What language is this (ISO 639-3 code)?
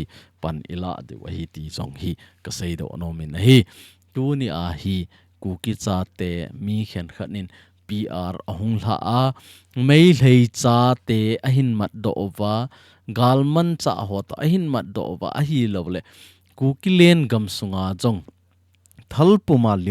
tcz